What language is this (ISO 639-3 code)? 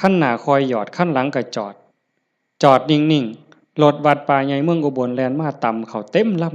tts